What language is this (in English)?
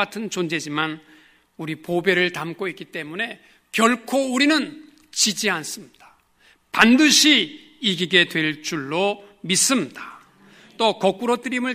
Korean